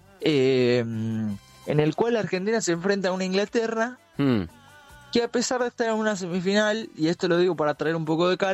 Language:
Spanish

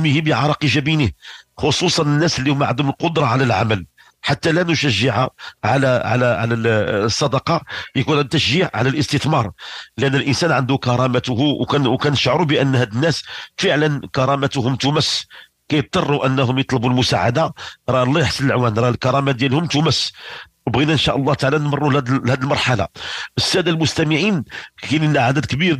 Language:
Moroccan Arabic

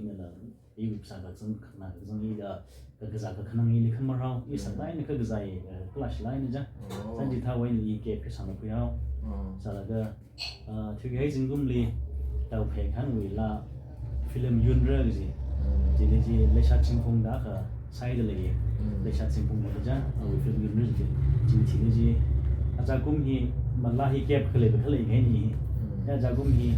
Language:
Tangkhul Naga (India)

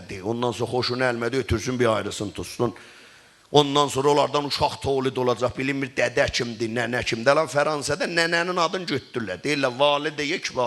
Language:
South Azerbaijani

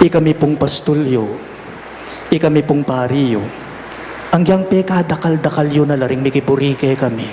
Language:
Pampanga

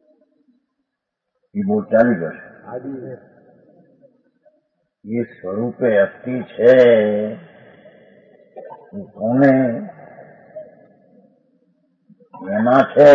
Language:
Gujarati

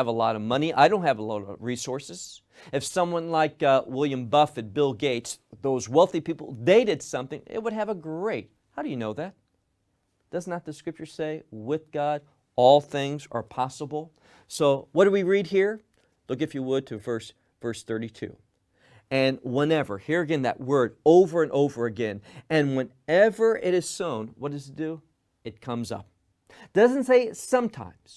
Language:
English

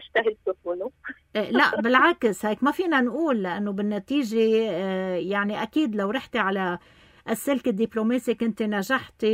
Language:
North Levantine Arabic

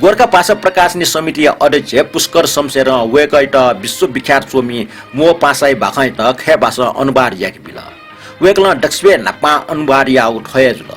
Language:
Newari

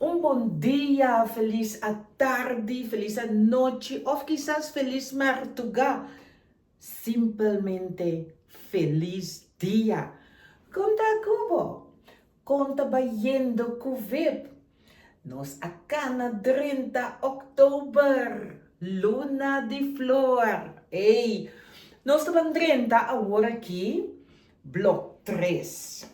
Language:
Papiamento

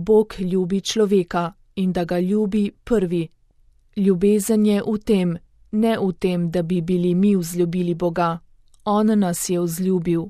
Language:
Slovenian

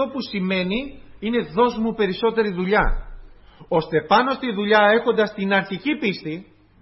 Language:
Greek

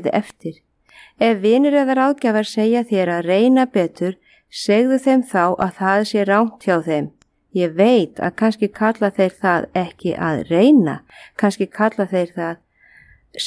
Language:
Icelandic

